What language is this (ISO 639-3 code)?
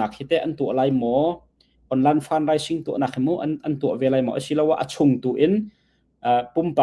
cnh